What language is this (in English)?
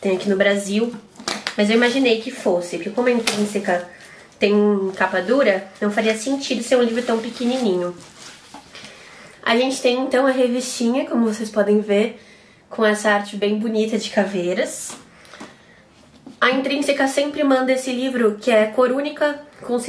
Portuguese